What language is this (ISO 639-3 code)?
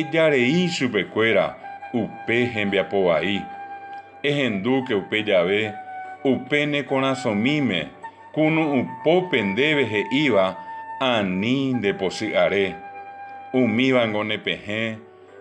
grn